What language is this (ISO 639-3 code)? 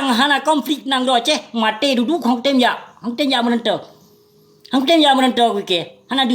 ace